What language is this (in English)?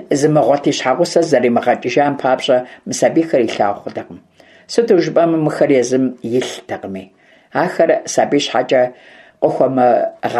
Kabardian